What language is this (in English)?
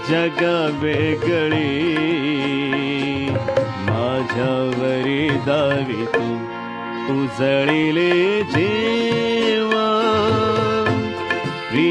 Marathi